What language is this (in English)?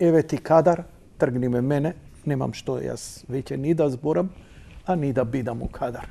Macedonian